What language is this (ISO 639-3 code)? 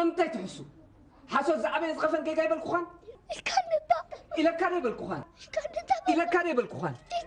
tir